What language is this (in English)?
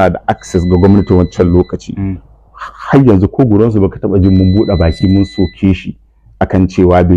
Hausa